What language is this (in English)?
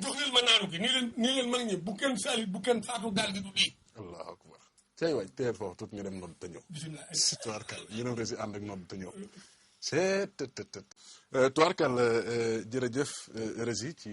Wolof